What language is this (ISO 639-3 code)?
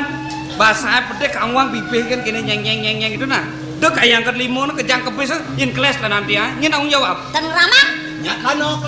ban